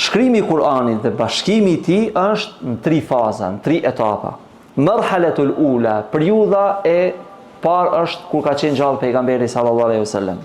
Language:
Albanian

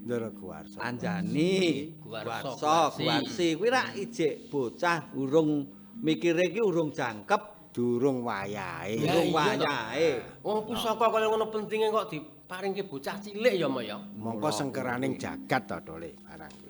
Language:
Javanese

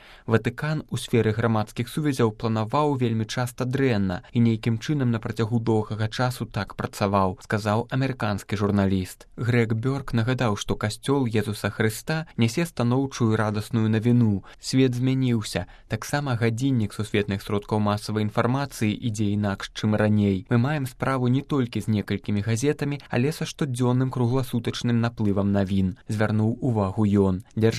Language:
Belarusian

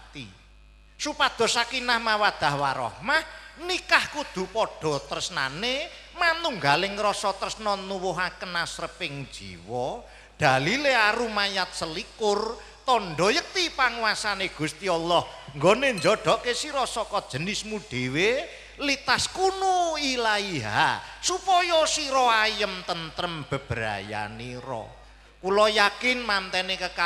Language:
Javanese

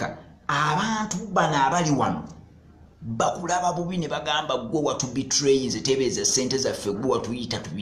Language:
Ganda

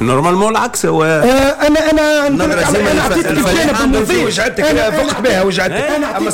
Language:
Tunisian Arabic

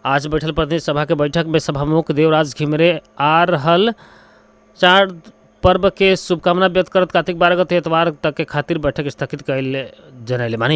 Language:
Bhojpuri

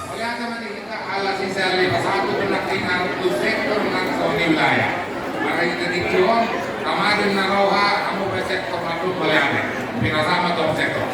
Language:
Batak Toba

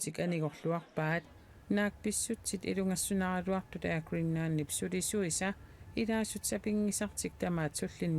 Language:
Kalaallisut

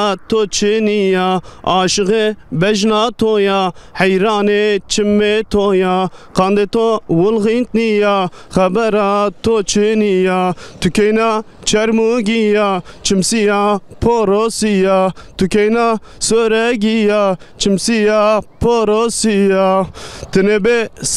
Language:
Zaza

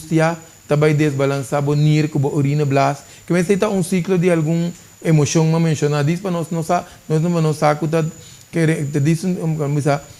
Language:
Papiamento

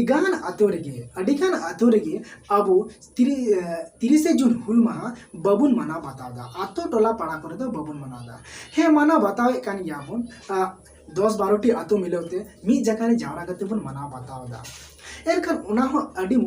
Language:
Santali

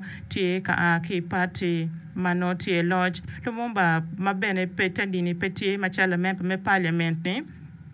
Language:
Acoli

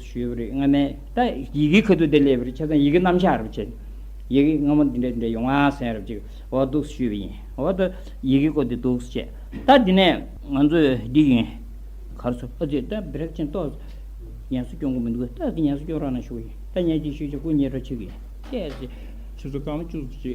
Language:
Tibetan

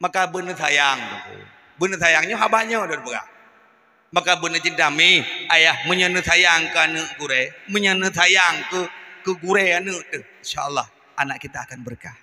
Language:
Achinese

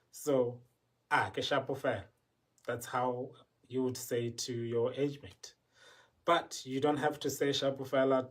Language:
Tswana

